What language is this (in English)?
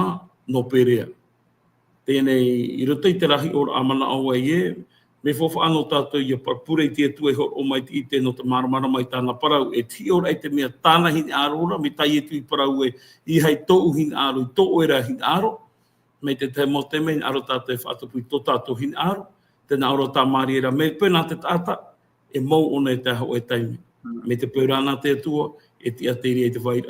Tahitian